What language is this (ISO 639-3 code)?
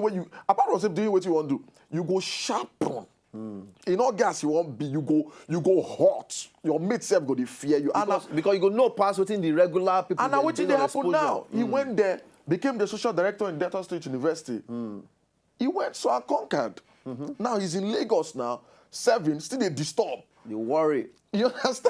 pcm